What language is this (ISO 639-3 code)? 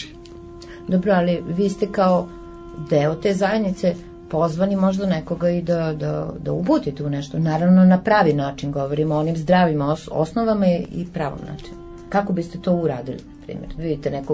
srp